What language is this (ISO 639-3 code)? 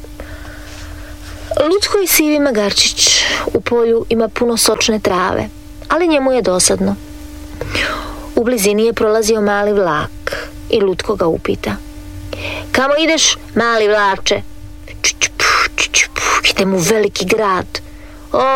hrv